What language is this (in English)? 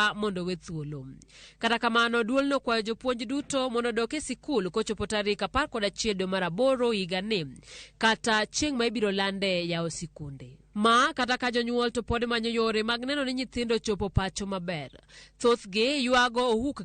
Luo (Kenya and Tanzania)